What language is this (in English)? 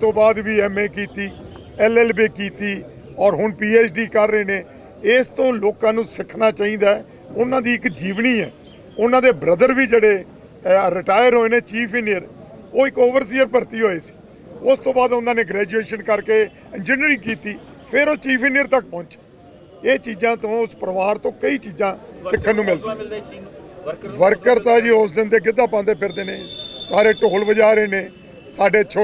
Punjabi